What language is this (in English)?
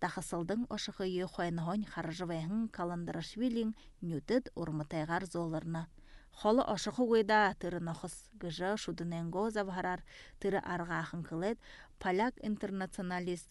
Buriat